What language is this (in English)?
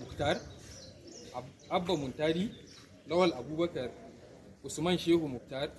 Hausa